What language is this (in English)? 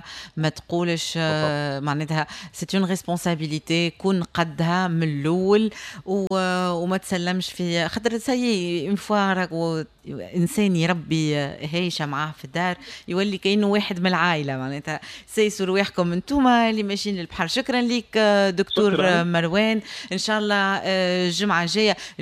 Tunisian Arabic